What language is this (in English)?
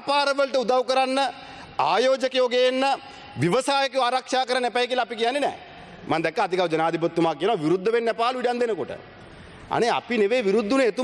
Sinhala